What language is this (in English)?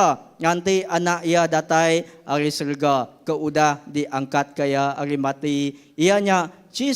Iban